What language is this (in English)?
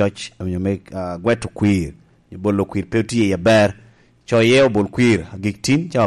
Lango (Uganda)